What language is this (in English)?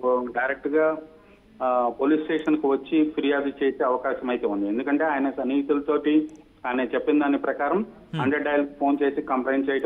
Telugu